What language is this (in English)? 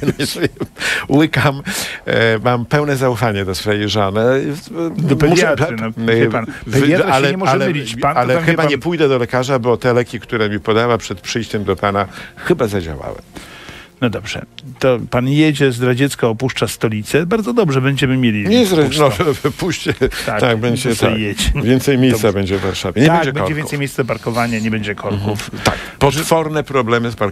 Polish